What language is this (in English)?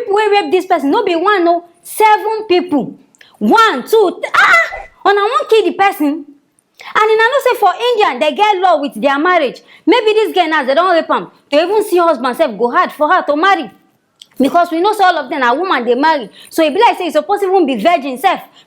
Nigerian Pidgin